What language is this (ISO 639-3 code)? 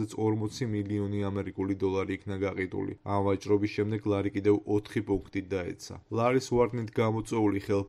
kat